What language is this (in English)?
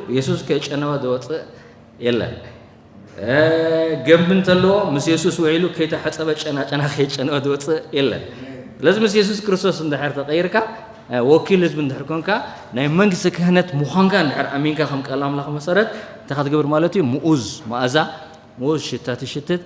Tigrinya